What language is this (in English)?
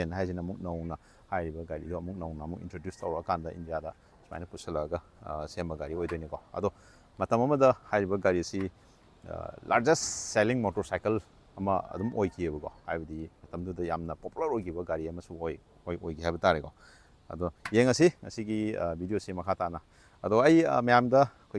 Manipuri